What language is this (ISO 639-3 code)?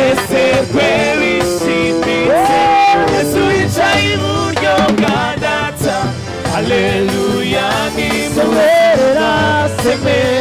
kin